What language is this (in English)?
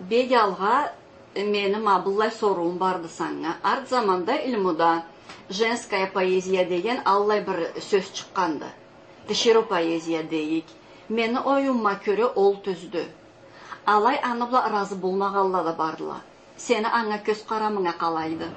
Karachay-Balkar